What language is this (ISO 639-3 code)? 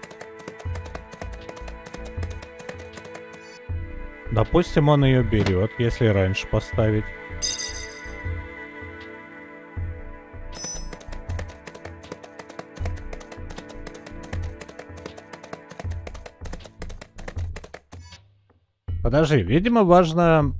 rus